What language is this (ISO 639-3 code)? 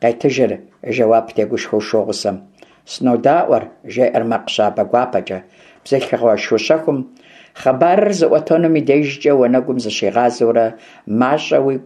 kbd